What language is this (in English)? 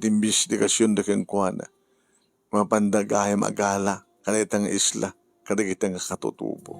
Iloko